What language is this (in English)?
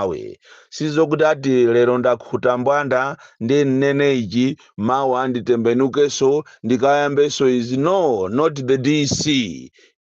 Nyanja